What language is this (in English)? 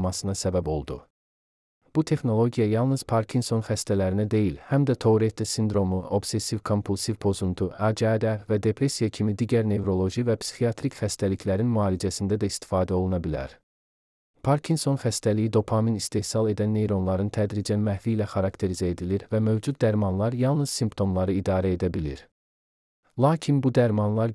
Azerbaijani